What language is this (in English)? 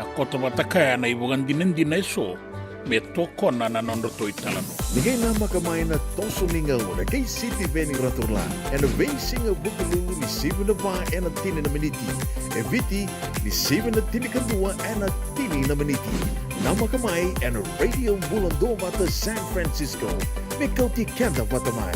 Fijian